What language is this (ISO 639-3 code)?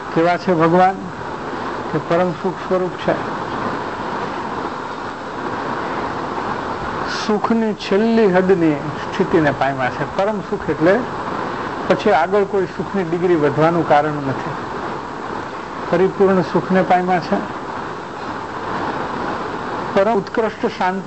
guj